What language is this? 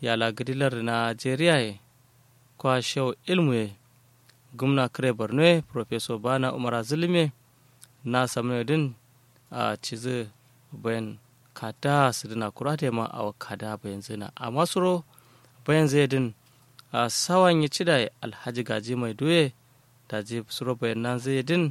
Kanuri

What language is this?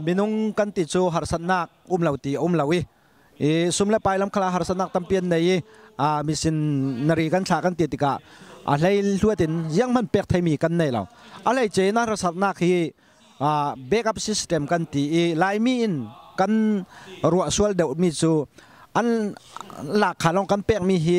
Falam Chin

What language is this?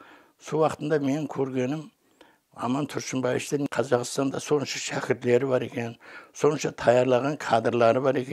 Kara-Kalpak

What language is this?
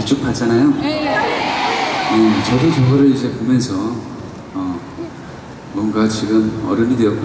Korean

